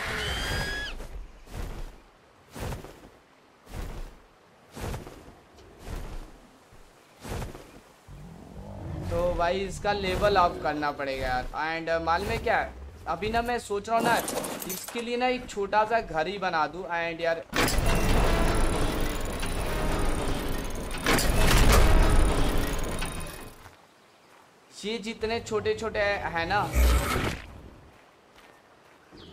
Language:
Hindi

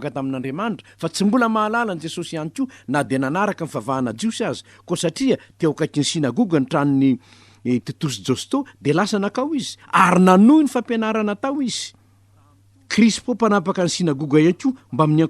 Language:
Malagasy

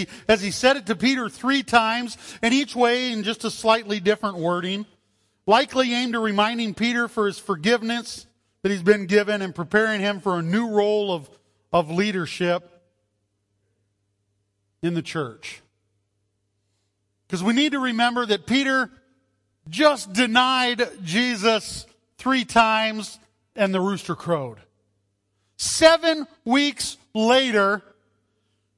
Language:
English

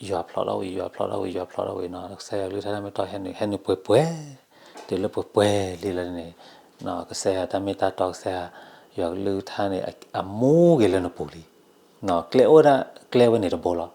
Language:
S'gaw Karen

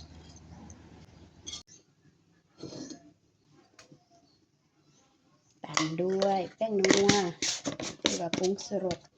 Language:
Lao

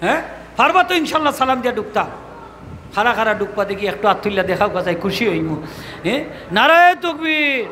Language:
Sylheti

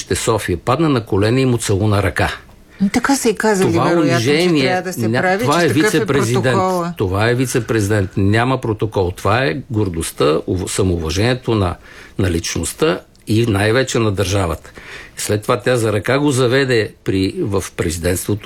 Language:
Bulgarian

